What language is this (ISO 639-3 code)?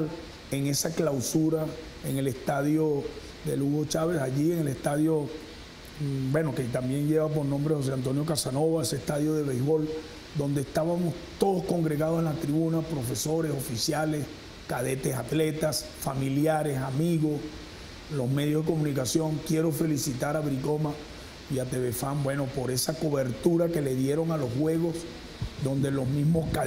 spa